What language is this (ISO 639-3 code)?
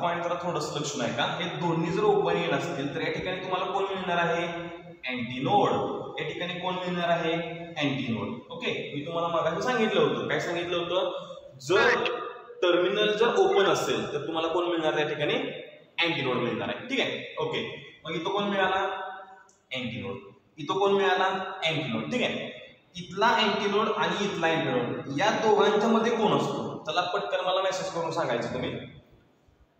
mar